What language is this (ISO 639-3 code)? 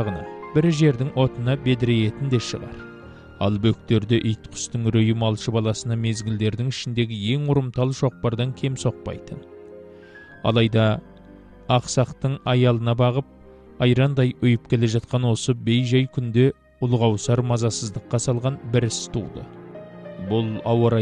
kaz